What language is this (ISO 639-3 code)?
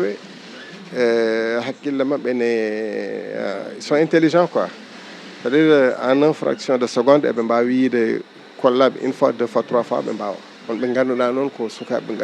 ful